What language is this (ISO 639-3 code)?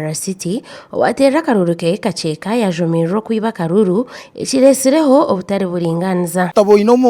nyn